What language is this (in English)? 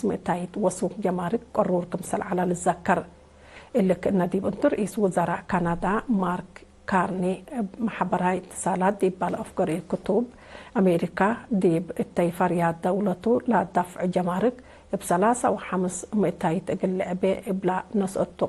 Tigre